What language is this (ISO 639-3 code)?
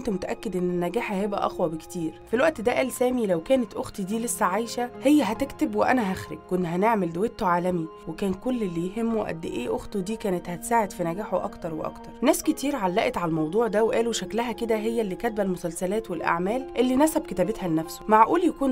arz